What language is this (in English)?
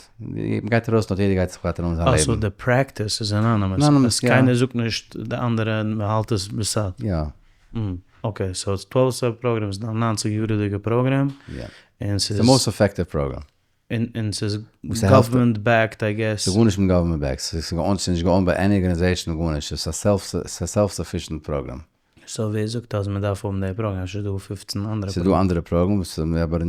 Yiddish